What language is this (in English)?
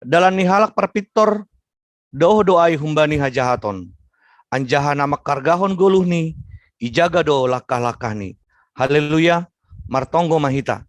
Batak Simalungun